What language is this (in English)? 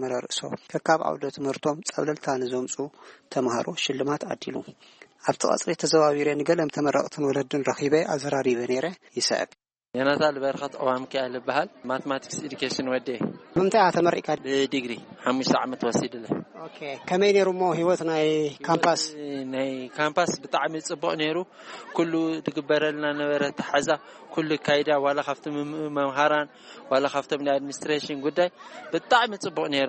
Tigrinya